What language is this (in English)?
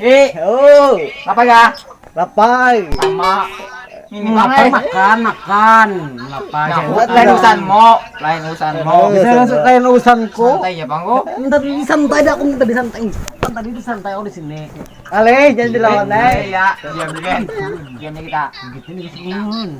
Banjar